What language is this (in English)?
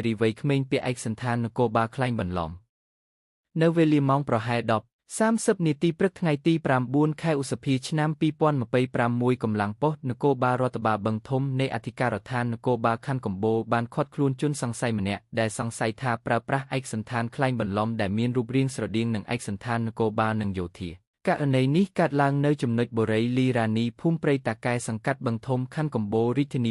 Khmer